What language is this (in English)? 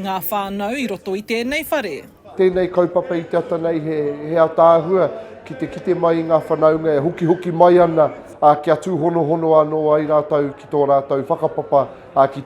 Māori